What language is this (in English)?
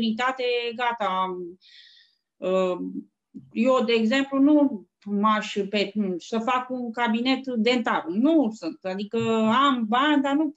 Romanian